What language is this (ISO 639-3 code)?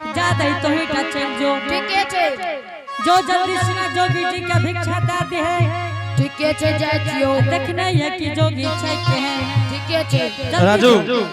anp